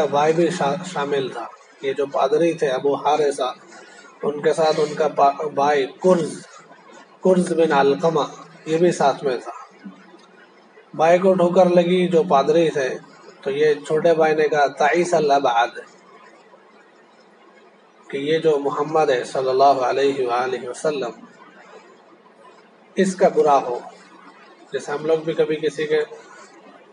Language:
Urdu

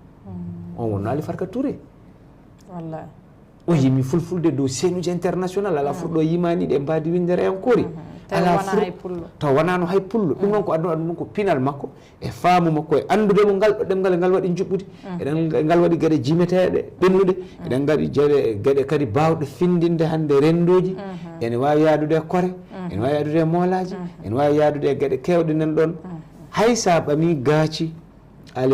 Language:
Fula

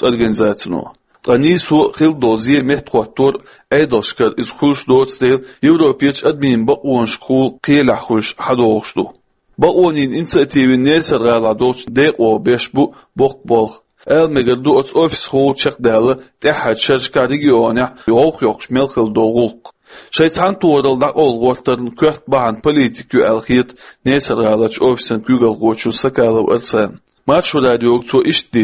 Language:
Chechen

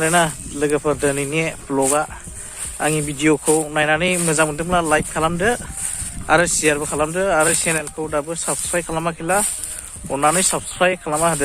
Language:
Bodo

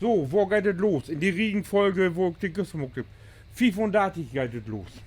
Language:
Low German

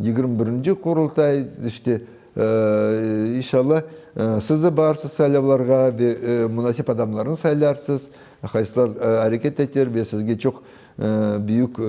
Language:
Crimean Tatar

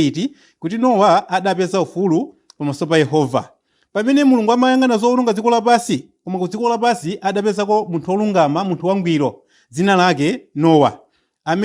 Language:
Nyanja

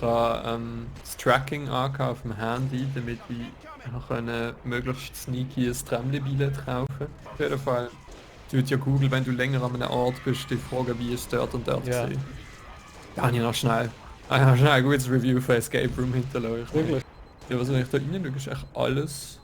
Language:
Swiss German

